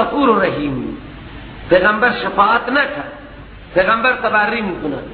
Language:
Persian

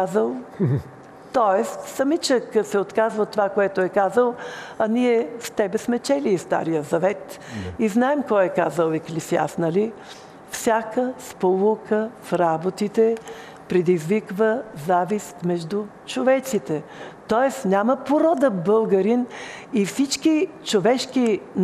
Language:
Bulgarian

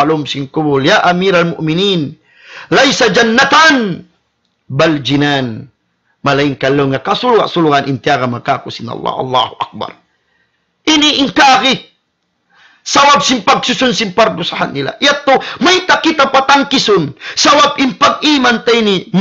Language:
Tausug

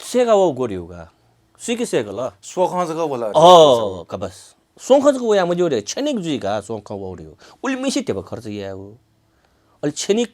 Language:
Newari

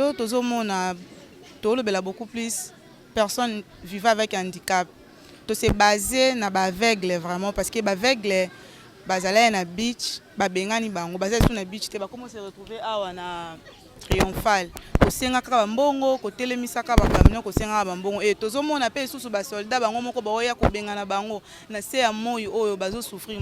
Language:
Lingala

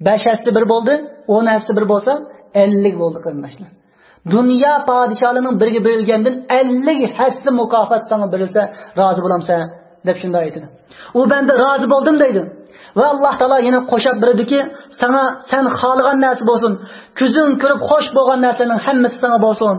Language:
Uyghur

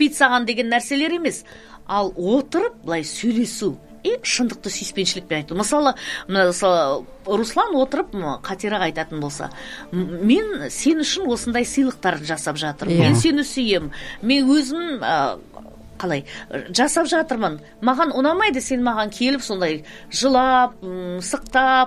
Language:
Kazakh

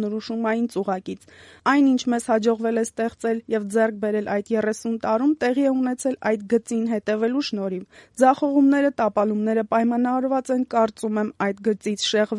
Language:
Armenian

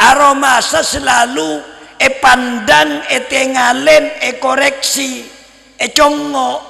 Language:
Madurese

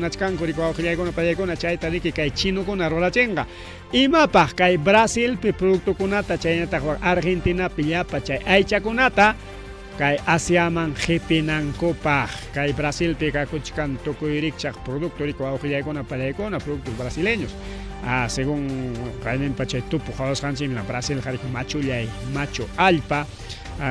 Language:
Ayacucho Quechua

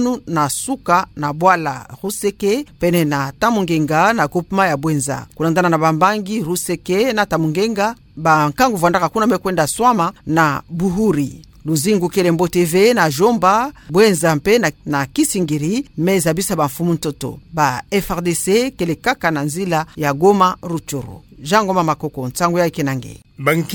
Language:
Kituba (Democratic Republic of Congo)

